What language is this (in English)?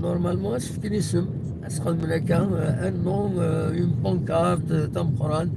Kabyle